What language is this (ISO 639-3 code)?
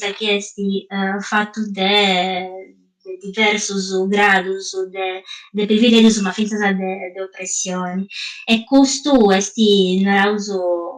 srd